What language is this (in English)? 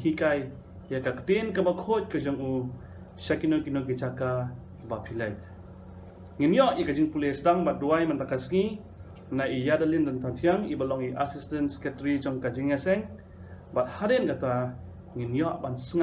Khasi